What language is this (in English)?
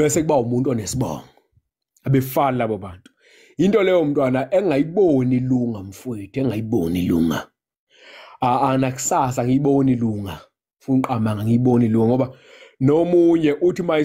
Zulu